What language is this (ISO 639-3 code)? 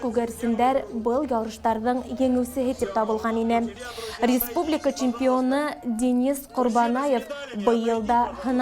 bak